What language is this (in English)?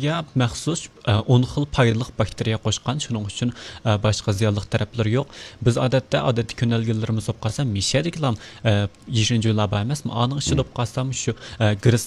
Uyghur